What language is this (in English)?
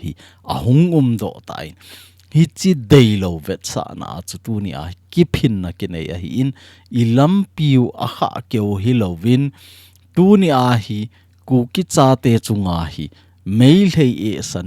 Thado Chin